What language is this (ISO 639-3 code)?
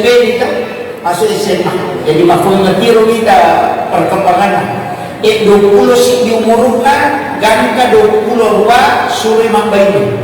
bug